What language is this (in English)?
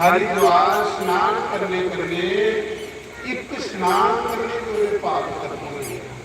Dogri